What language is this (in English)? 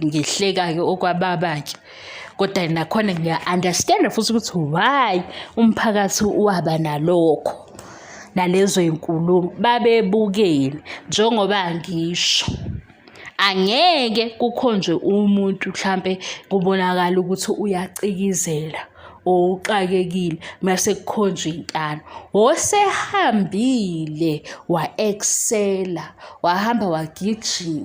Zulu